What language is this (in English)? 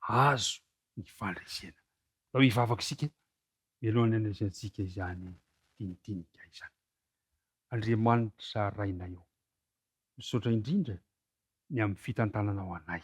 Malagasy